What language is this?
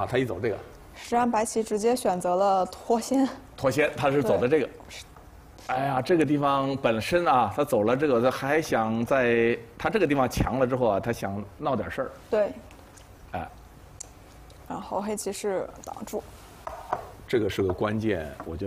Chinese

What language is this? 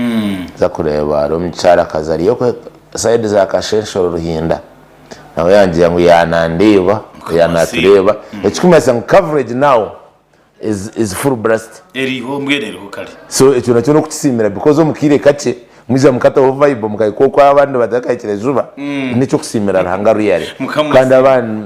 Nyankole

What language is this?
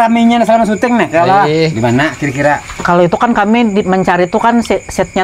Banjar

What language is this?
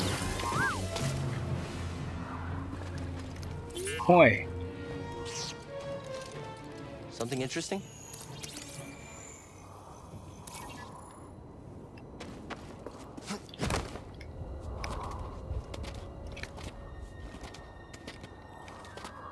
Thai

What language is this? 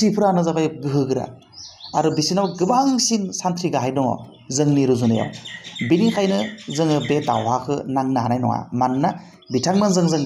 Bodo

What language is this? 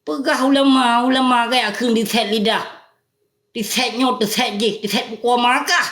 Achinese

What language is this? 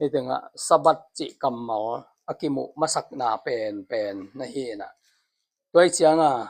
Tedim Chin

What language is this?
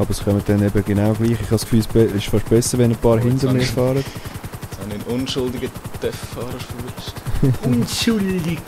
Swiss German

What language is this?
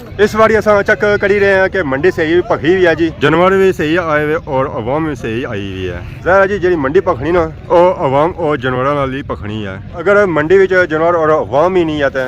Pahari-Potwari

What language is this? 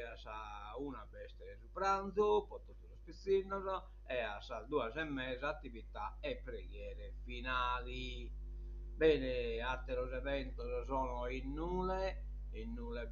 Sardinian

